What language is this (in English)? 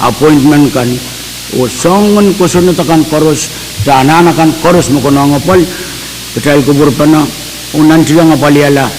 Pohnpeian